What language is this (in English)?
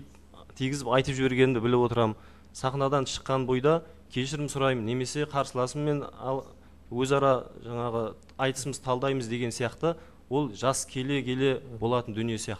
Kazakh